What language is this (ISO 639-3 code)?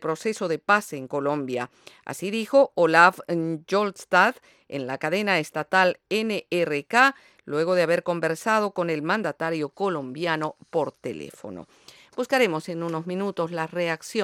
spa